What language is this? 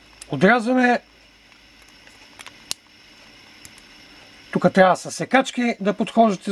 Bulgarian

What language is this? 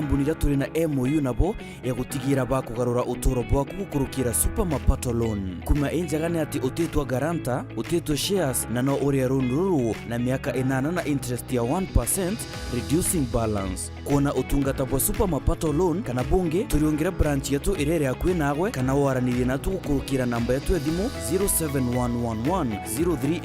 Meru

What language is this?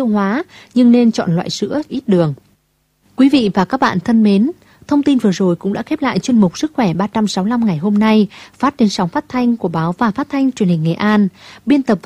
Vietnamese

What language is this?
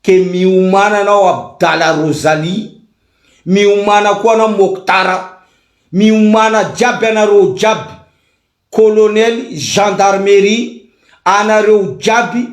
Malagasy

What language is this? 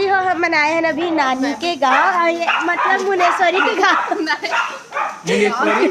Chhattisgarhi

